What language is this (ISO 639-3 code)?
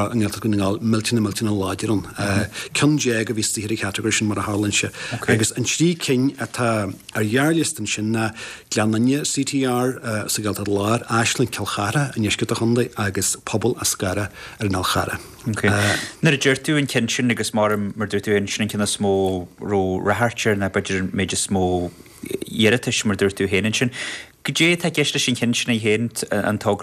gle